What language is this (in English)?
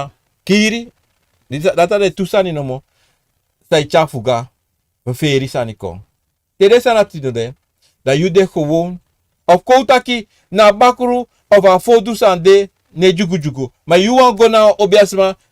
Sranan Tongo